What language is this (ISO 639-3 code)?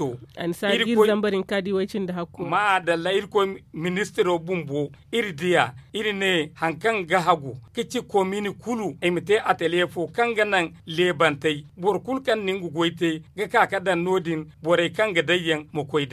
dje